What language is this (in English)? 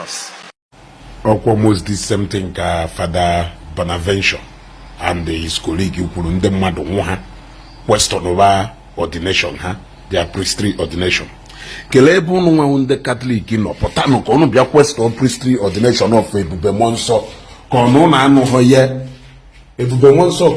Igbo